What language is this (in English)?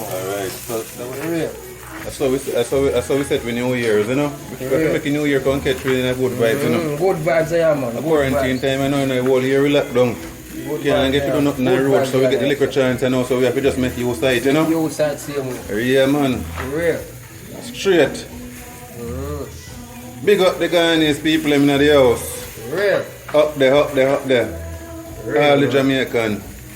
Jamaican Creole English